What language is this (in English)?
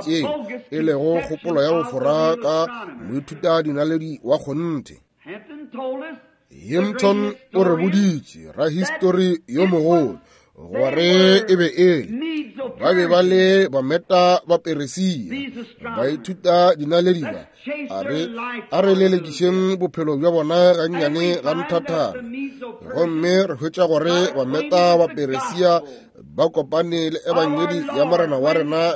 Northern Sotho